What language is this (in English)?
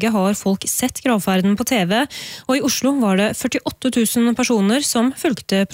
Norwegian